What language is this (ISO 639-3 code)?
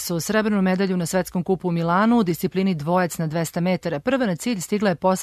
srp